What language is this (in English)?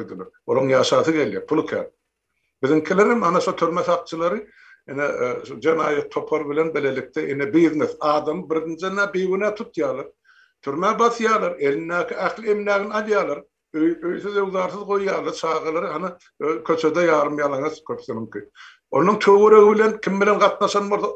Turkmen